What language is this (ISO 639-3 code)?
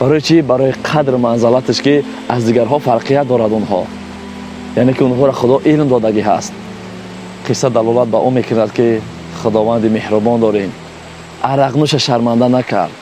tgk